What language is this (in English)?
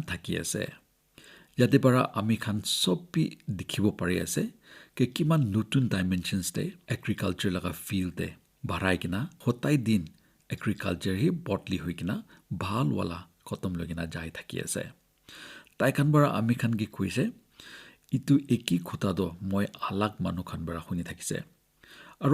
Naga Pidgin